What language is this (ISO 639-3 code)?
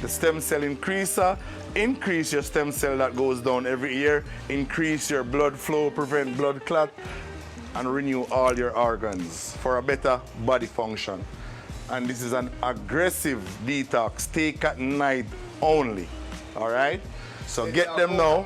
jam